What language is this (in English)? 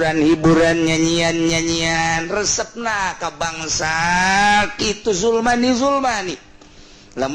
Sundanese